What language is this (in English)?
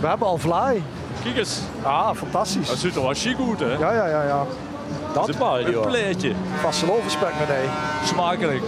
Limburgish